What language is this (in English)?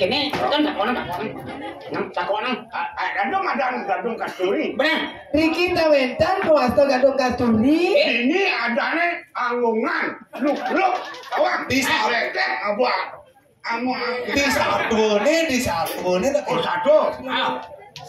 Balinese